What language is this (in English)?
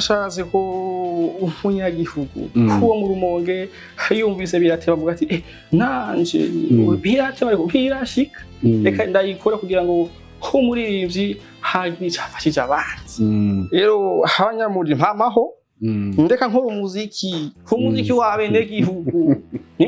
Rundi